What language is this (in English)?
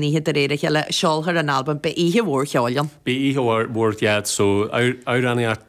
Irish